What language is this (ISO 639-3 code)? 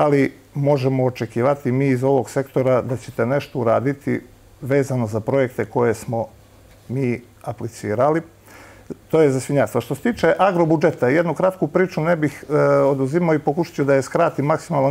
bos